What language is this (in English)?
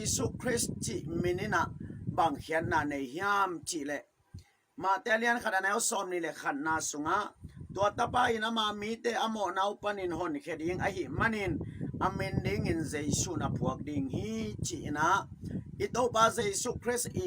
Tedim Chin